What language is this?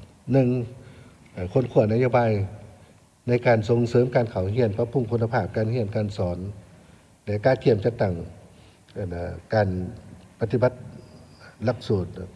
Lao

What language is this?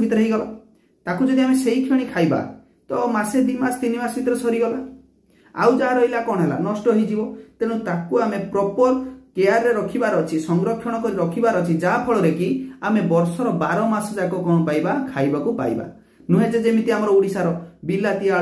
Odia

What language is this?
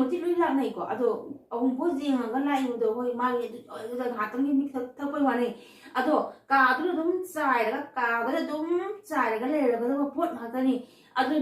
Manipuri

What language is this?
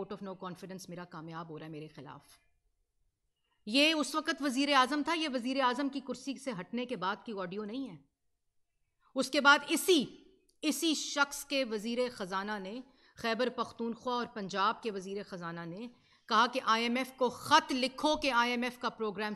Urdu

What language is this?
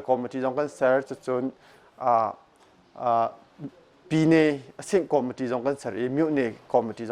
Hakha Chin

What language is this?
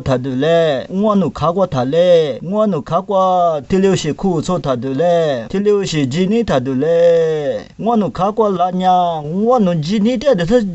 Lisu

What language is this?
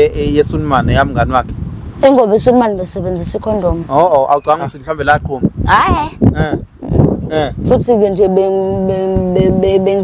Zulu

